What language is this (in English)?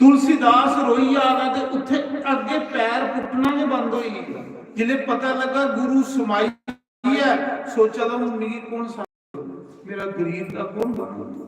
Dogri